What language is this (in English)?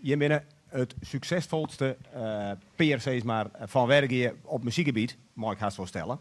Western Frisian